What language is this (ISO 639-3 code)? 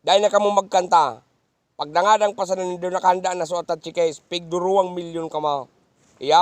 bik